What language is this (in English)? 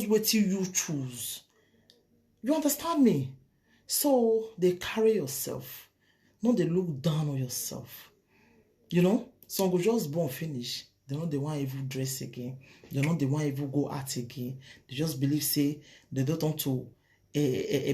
Nigerian Pidgin